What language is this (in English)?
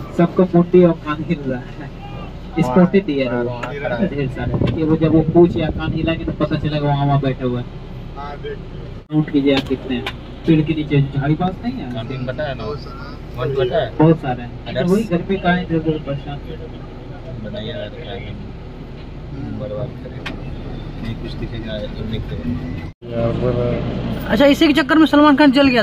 Hindi